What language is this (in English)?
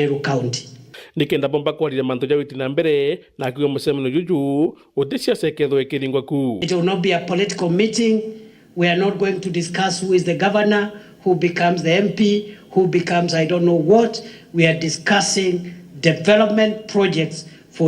Meru